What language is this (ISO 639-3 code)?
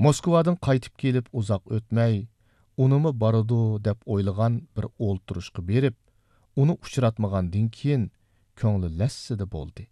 uig